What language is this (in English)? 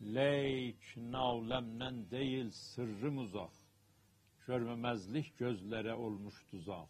South Azerbaijani